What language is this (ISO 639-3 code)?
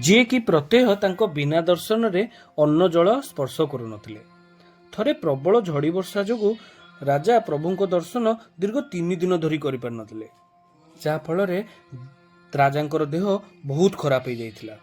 ori